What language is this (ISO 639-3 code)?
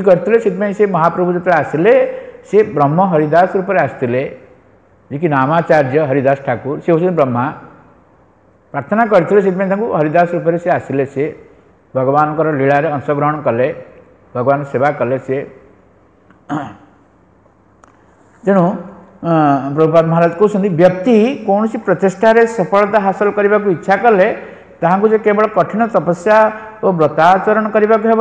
ori